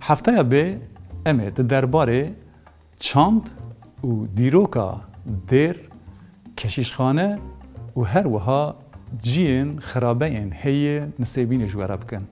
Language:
Kurdish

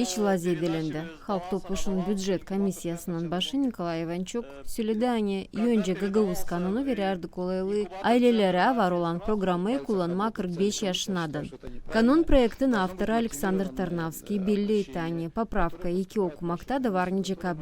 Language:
Gagauz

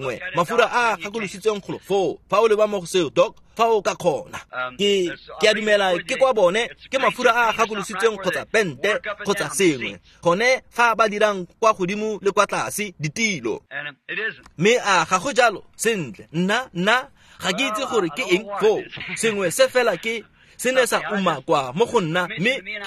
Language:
Tswana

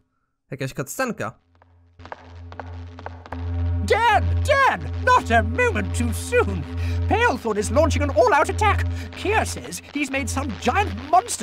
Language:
Polish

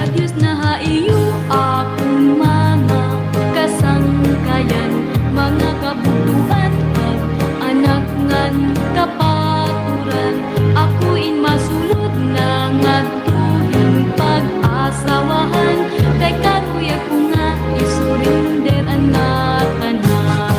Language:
Waray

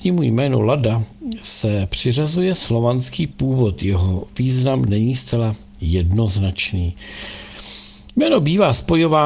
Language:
Czech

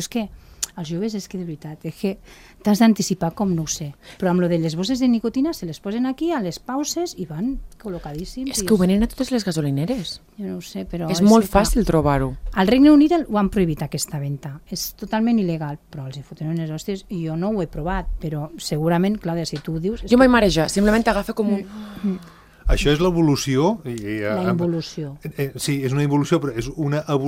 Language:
Catalan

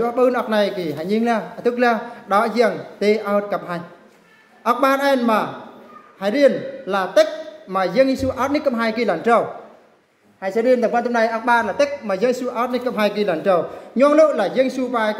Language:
Eastern Bru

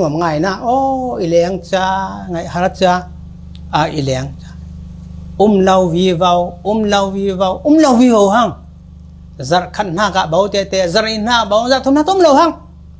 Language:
Falam Chin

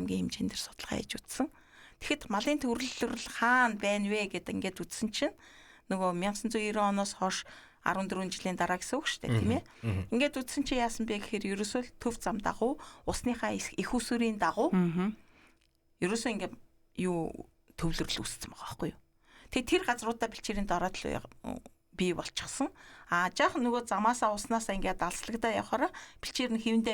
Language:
Mongolian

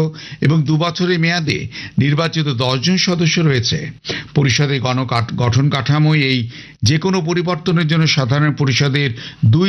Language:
Bangla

